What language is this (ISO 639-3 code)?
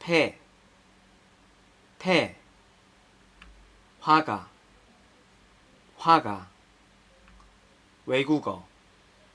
kor